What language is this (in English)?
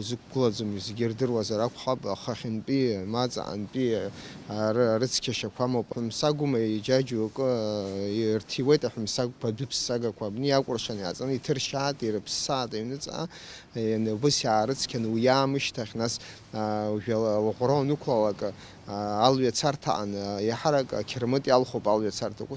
Abkhazian